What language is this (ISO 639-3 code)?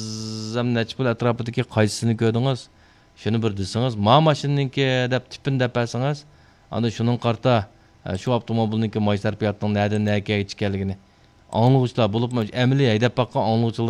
uig